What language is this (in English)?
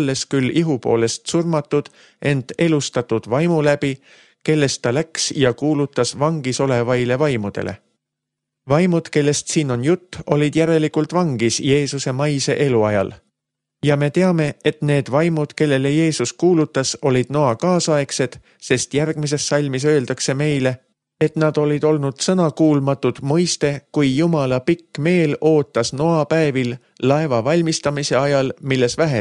Estonian